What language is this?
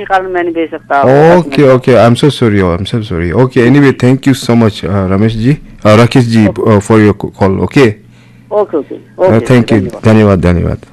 Naga Pidgin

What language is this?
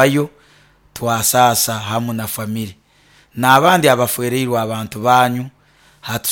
Nyoro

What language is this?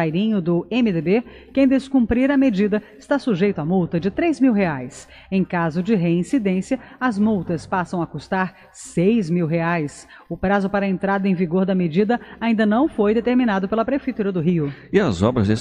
Portuguese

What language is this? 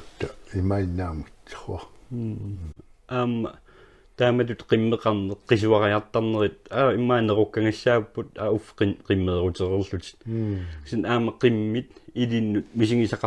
Kalaallisut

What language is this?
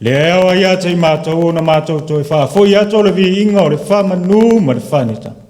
Samoan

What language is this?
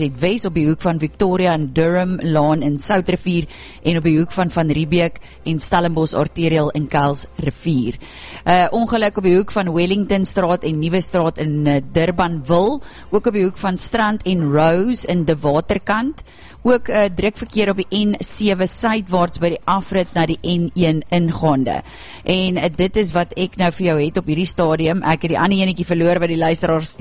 Afrikaans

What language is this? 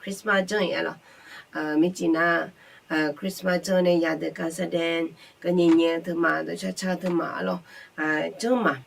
Akha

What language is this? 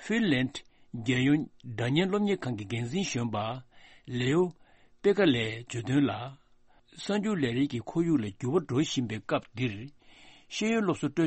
Tibetan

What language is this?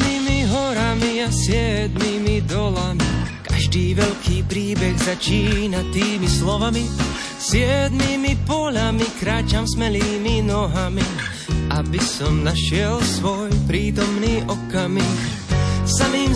Slovak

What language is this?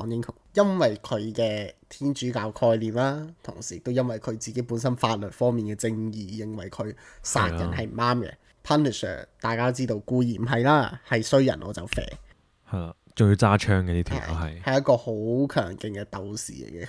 Cantonese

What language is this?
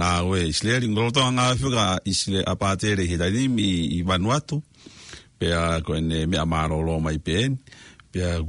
Tongan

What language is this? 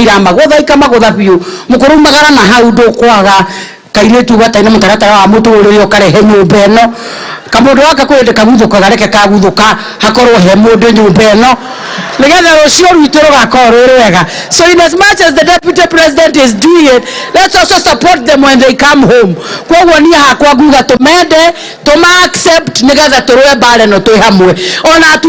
Kikuyu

